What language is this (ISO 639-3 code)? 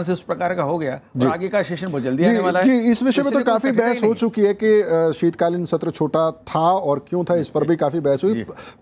hin